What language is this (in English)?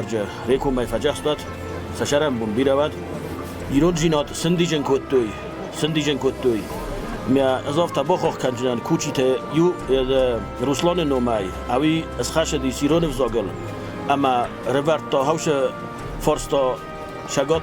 Ossetic